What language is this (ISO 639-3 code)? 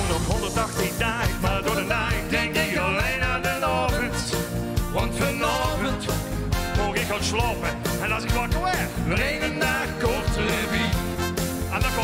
lim